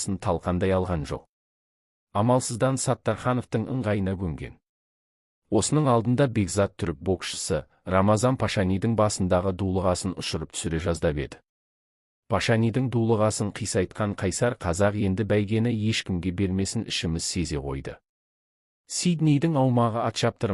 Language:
Kazakh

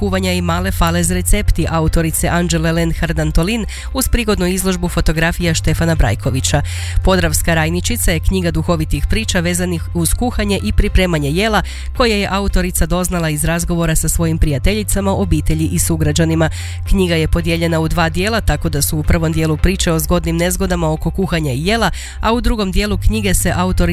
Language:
Croatian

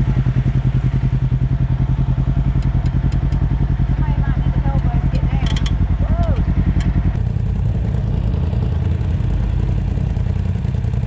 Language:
English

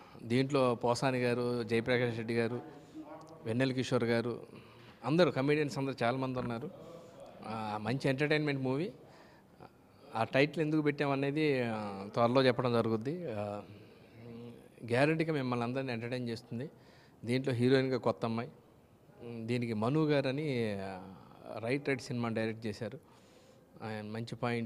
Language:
Telugu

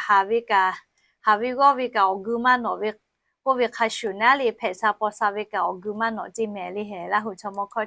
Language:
Lahu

